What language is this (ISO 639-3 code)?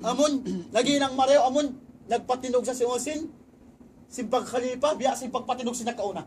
tsg